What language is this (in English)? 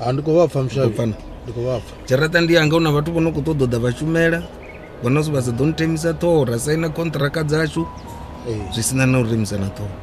Venda